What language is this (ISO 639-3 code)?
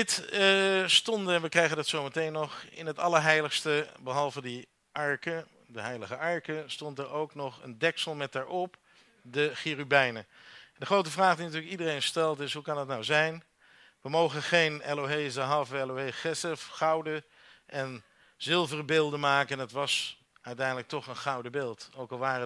nld